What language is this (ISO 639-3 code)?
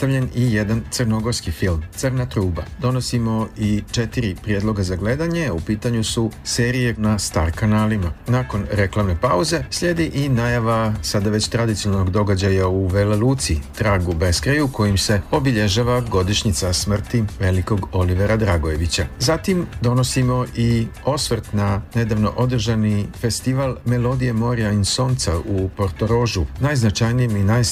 srp